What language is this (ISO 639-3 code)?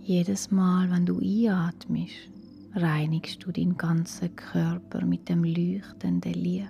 gsw